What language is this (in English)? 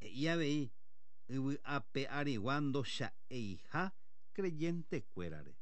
Guarani